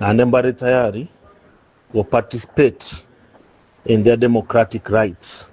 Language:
Gusii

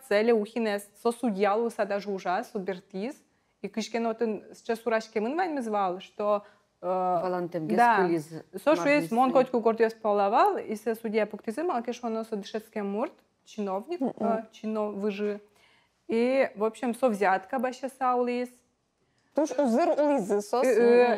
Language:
Udmurt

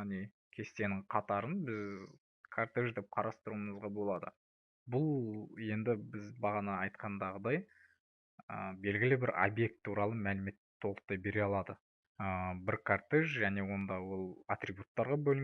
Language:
Kazakh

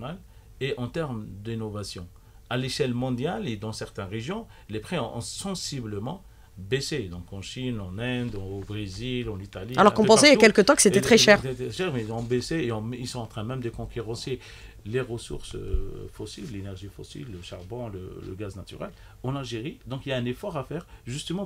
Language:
French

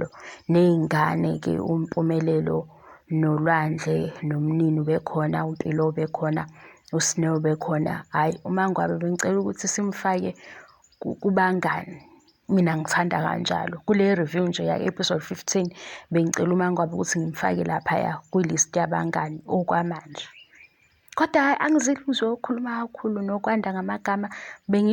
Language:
Zulu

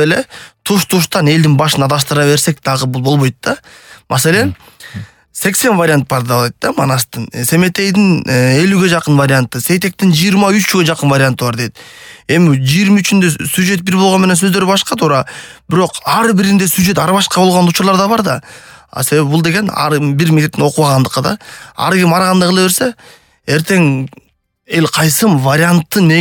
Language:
Kyrgyz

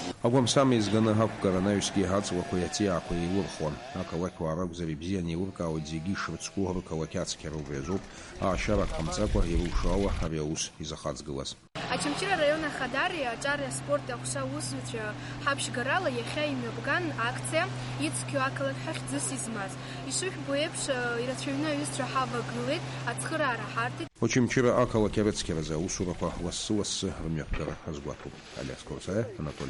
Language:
Abkhazian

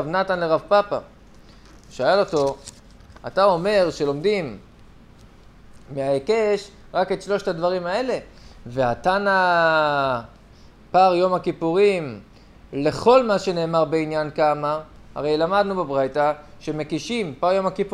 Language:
Hebrew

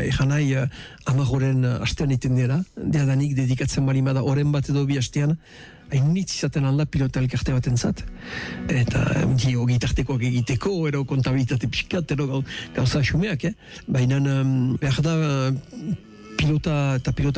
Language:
Basque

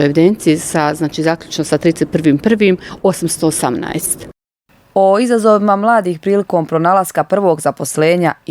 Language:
Bosnian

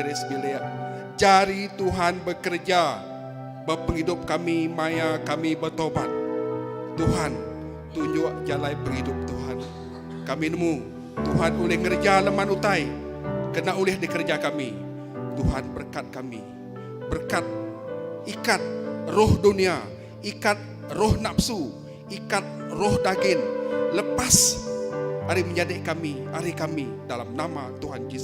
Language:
Iban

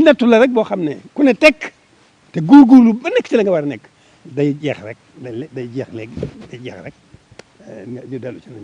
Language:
Wolof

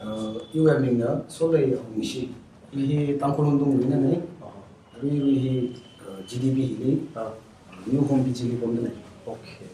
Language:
Tangkhul Naga (India)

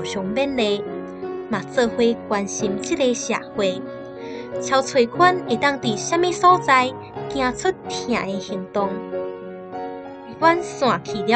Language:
Min Nan Chinese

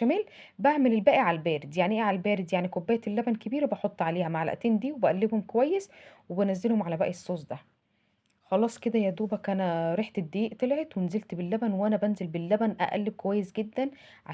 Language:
Egyptian Arabic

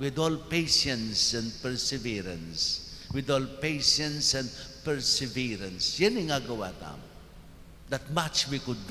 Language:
Pampanga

